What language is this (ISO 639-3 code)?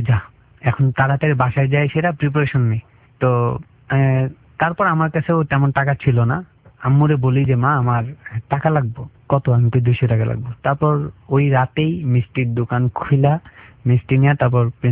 ben